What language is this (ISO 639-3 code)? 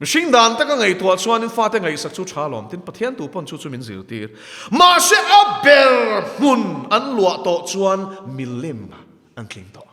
lus